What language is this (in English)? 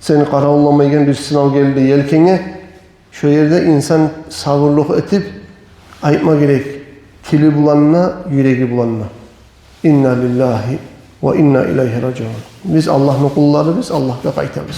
Kumyk